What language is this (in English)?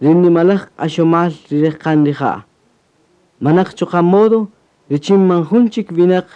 Kaqchikel